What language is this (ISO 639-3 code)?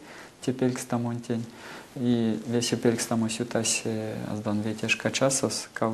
myv